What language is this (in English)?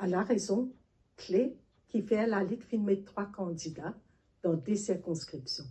Morisyen